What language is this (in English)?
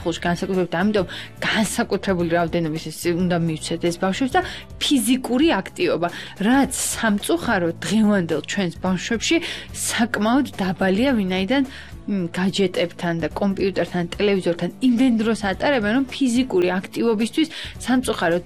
Georgian